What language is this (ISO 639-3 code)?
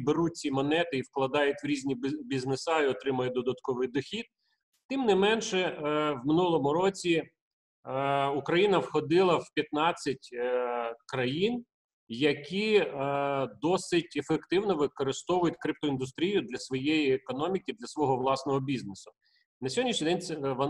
ukr